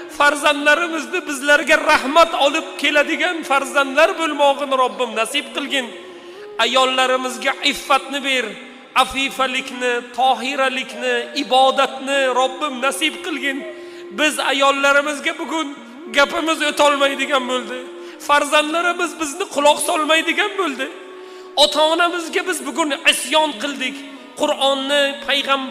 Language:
Uzbek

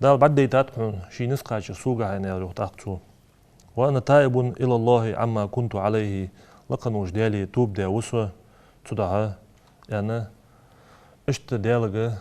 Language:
Ingush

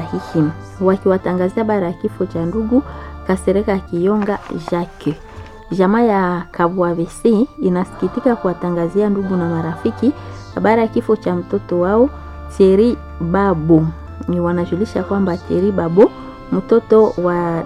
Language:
Swahili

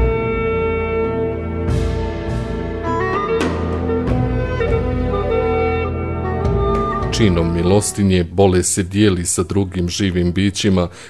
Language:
Bosnian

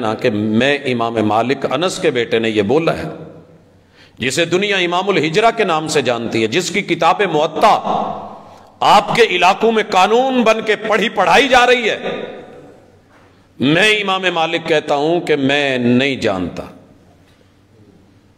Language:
Urdu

